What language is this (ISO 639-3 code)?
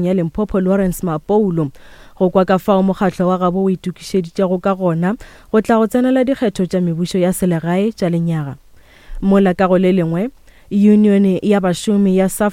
nso